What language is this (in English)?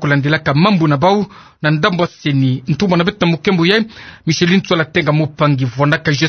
Kituba (Democratic Republic of Congo)